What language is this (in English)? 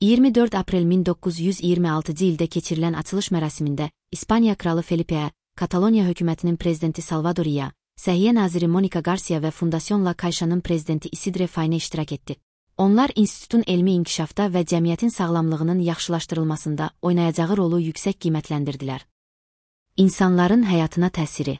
Azerbaijani